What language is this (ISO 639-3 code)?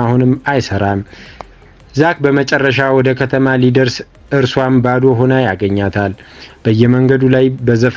amh